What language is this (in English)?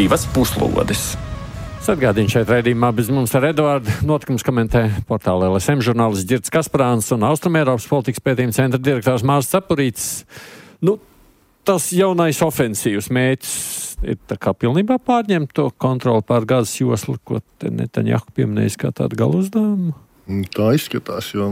Latvian